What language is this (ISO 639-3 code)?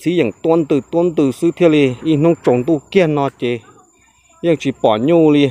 hmn